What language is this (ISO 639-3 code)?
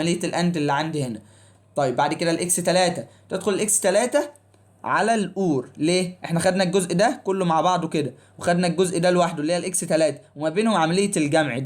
arz